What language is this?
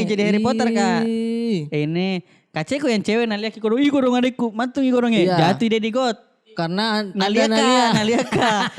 Makassar Malay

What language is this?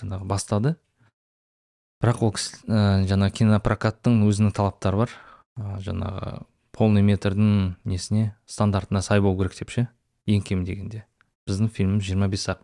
Kazakh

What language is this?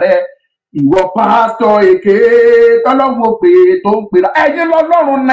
Yoruba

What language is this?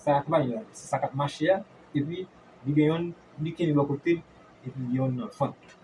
Haitian Creole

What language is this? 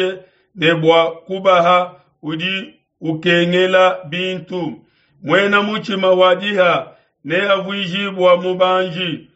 Luba-Lulua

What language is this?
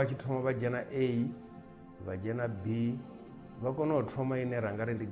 Venda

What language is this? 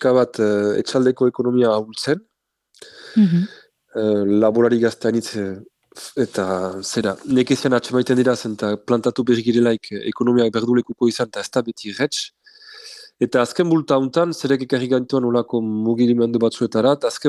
Basque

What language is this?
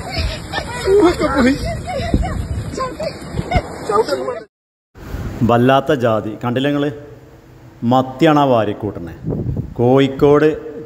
Malayalam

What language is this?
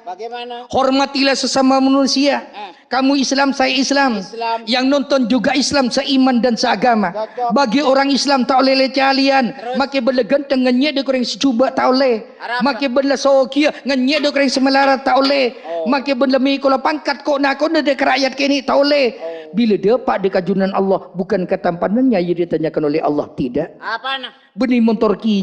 Madurese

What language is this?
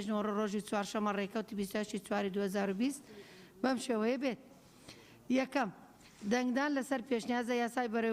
Central Kurdish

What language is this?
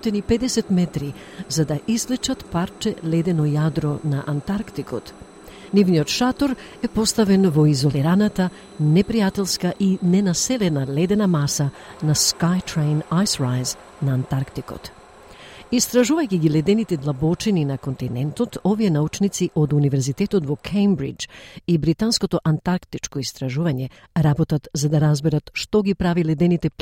Macedonian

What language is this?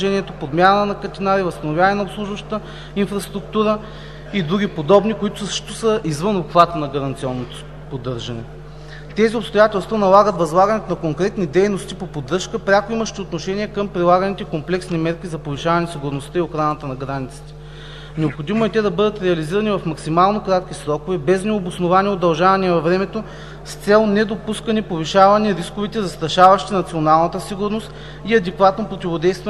Bulgarian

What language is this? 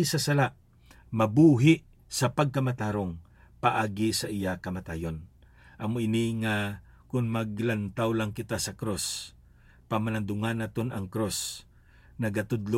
Hiligaynon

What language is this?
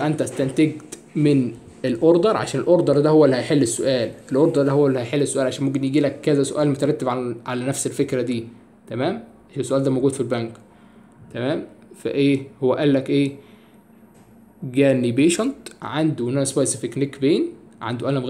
Egyptian Arabic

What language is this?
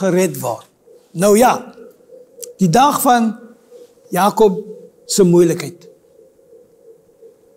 Afrikaans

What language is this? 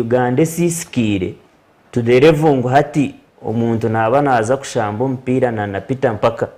Nyankole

